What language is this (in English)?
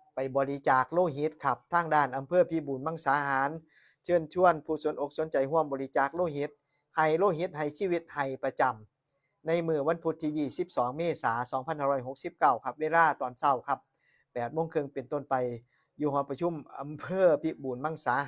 Northeastern Thai